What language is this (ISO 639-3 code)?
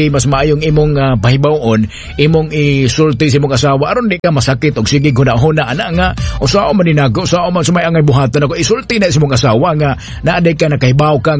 ceb